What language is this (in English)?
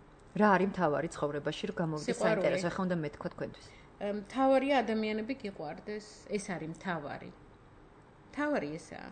Georgian